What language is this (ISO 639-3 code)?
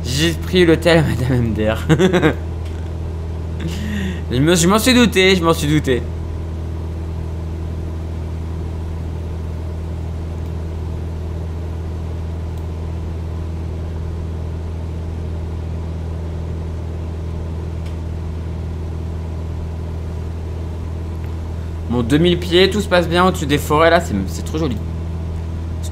fra